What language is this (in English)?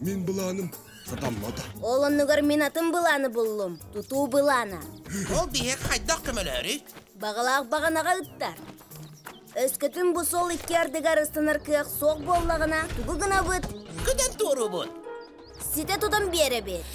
Yakut